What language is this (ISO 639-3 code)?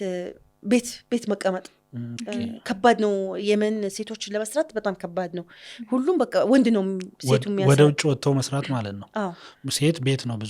amh